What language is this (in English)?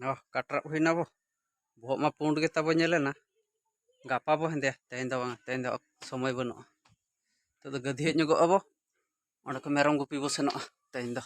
Santali